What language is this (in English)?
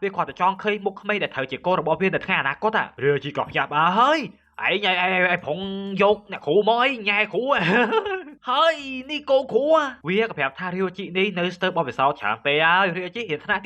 Khmer